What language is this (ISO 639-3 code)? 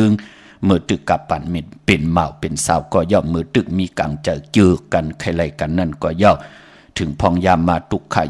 shn